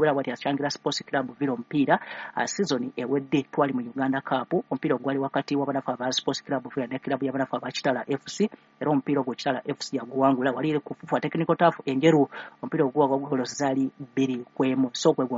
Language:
Ganda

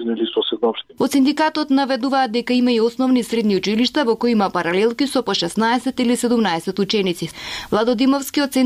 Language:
Macedonian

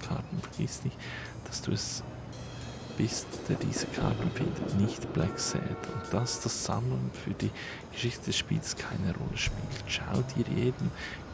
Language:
Swiss German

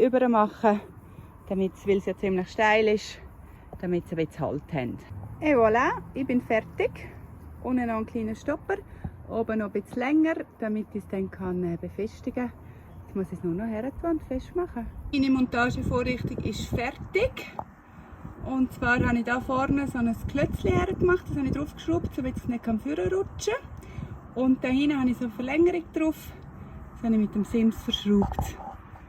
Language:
Swiss German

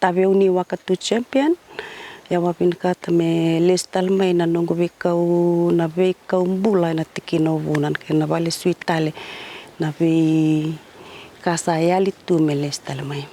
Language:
Fijian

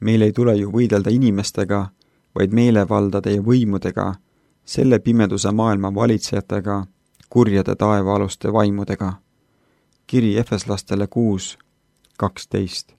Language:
Estonian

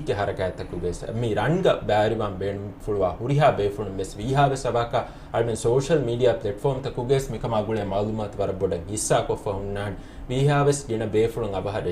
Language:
Divehi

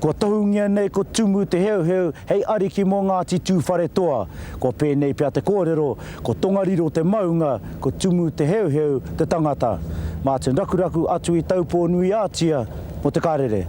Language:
Māori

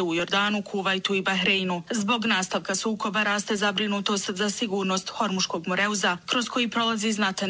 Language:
Bosnian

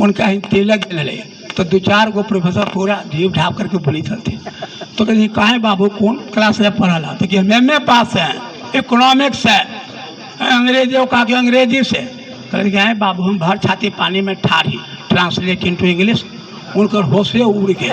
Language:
Magahi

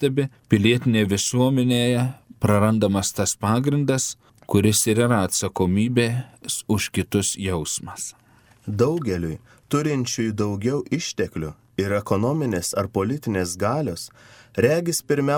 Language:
Lithuanian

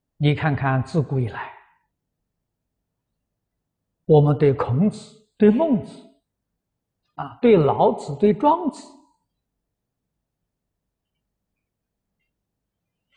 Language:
Chinese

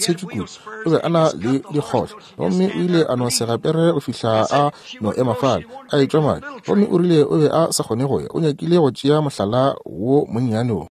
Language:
Northern Sotho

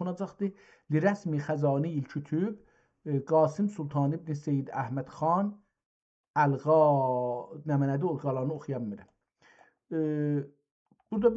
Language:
South Azerbaijani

